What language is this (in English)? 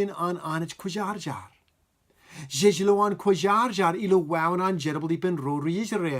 Marshallese